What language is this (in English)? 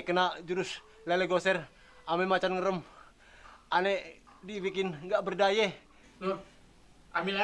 Betawi